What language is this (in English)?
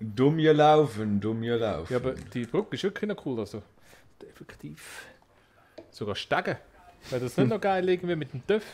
Swiss German